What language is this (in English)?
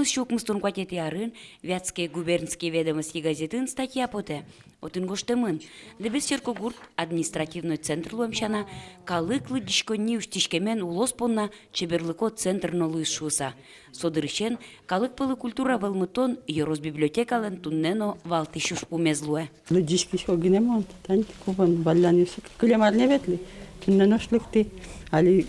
Udmurt